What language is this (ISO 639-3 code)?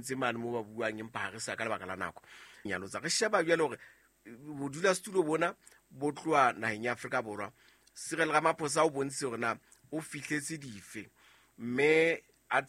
sot